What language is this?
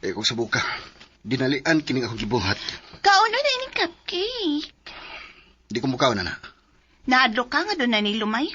Cebuano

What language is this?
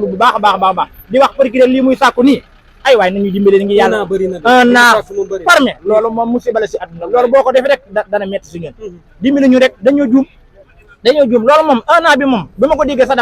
Wolof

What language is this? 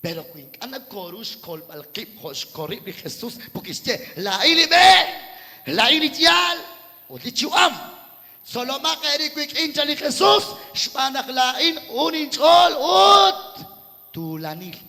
Kekchí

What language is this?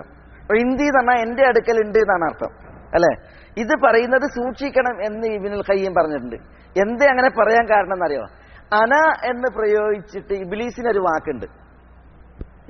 Malayalam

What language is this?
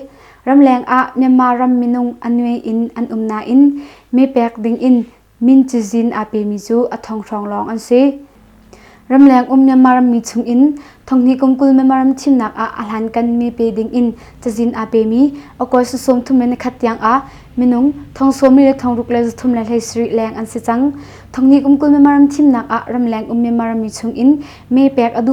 Hakha Chin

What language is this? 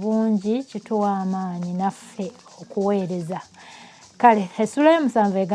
Ganda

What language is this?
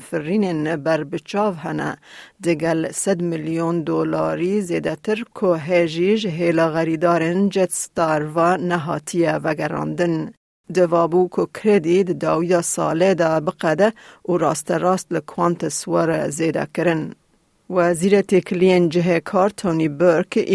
Kurdish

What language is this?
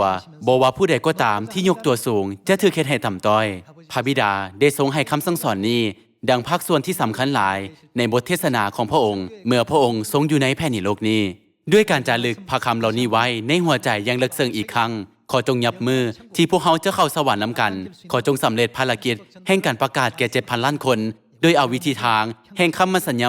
Lao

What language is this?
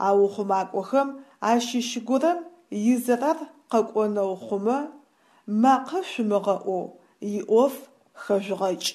Adyghe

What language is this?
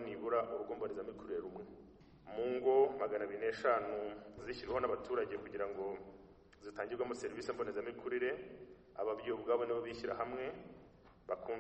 Kinyarwanda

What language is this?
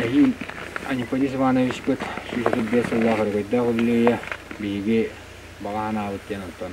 Yakut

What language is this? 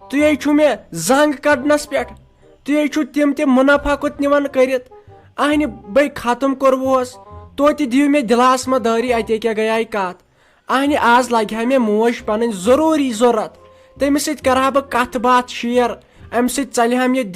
Kashmiri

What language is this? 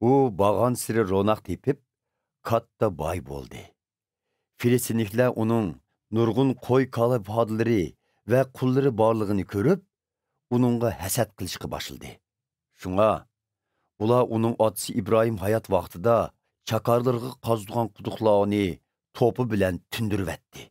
Uyghur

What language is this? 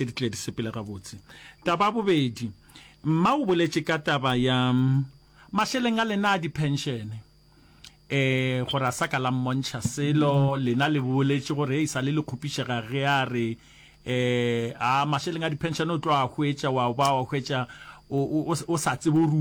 Northern Sotho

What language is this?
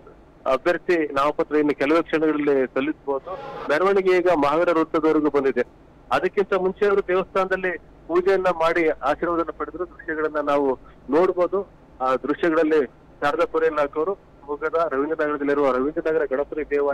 Kannada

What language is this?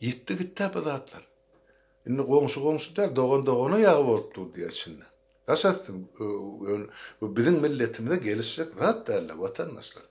Turkmen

